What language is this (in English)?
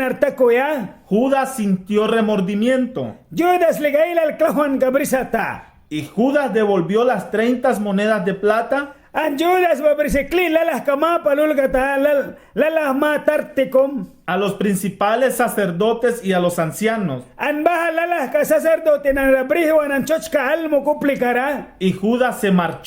Mískito